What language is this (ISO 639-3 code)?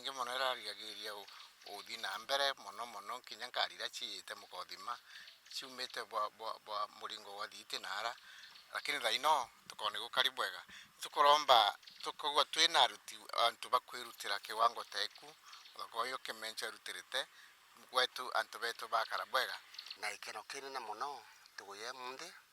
mer